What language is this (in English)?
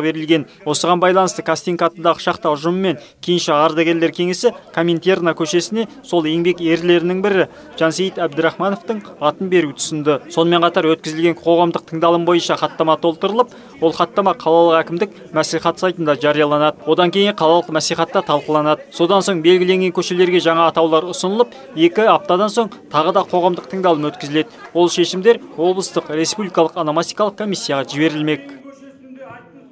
Kazakh